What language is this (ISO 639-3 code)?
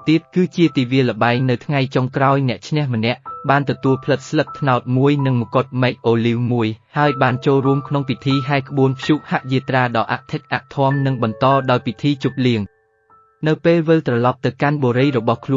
khm